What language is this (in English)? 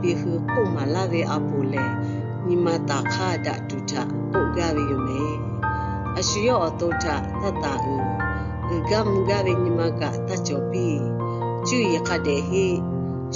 Lahu